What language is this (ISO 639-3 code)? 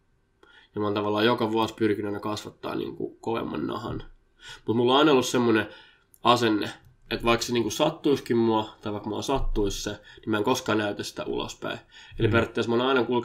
fin